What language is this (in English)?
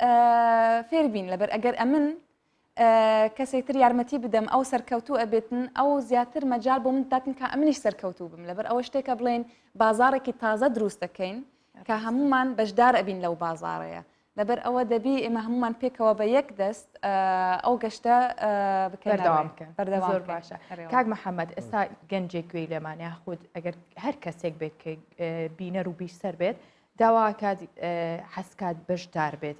Central Kurdish